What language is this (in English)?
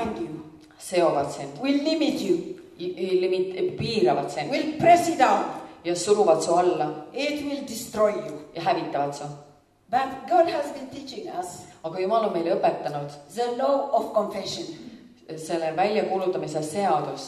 Estonian